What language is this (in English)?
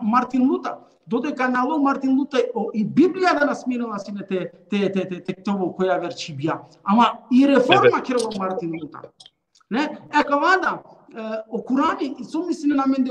Balkan Romani